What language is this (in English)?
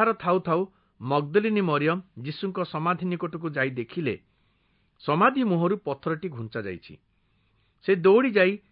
Odia